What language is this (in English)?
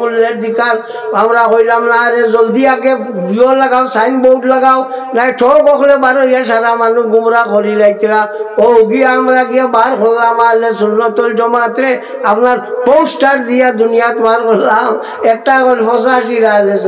Sylheti